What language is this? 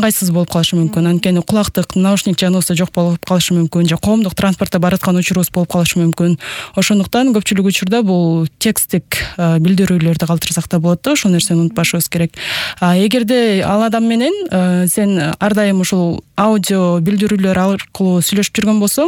Kyrgyz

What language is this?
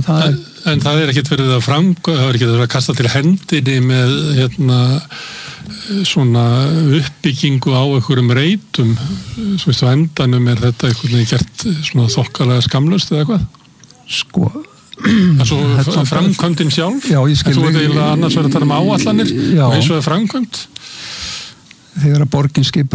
Icelandic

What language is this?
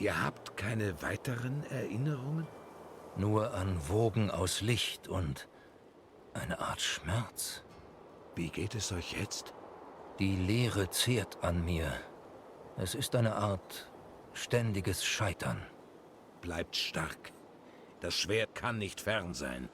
Swiss German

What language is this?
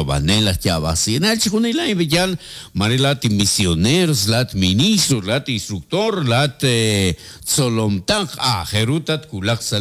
Kekchí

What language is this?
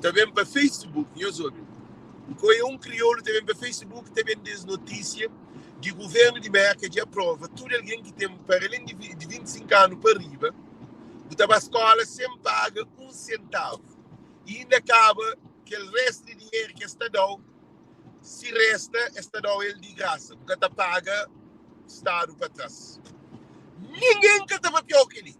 Kabuverdianu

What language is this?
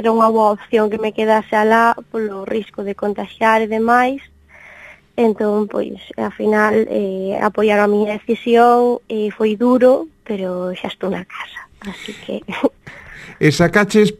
Galician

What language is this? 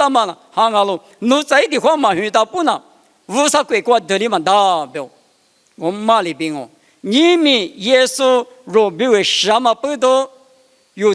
Lisu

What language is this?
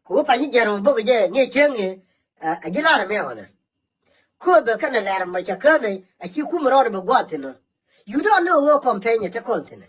Nuer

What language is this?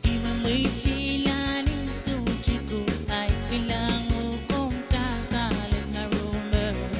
Pohnpeian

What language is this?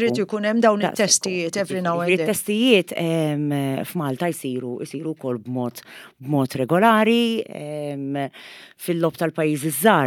Maltese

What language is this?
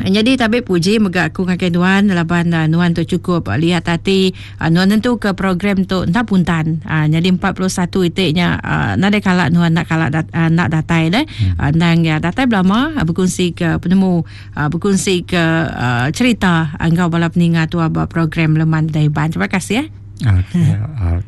Iban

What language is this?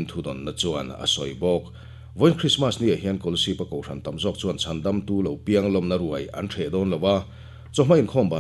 Mizo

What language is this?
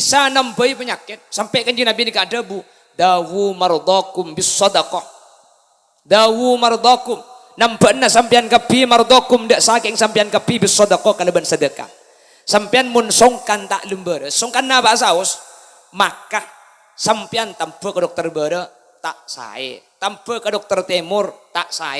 Madurese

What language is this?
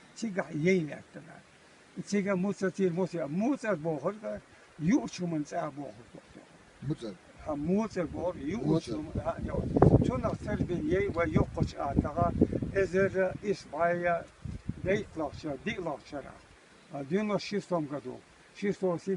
Chechen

